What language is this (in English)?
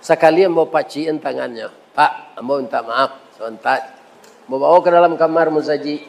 Minangkabau